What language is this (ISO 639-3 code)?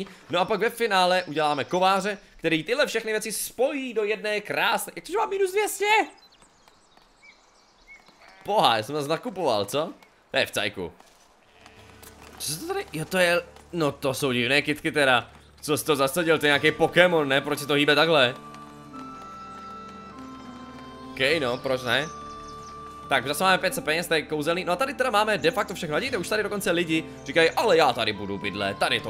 ces